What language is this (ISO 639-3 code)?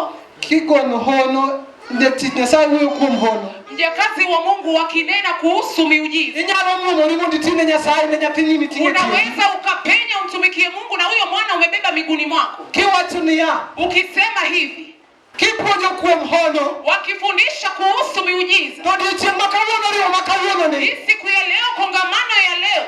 luo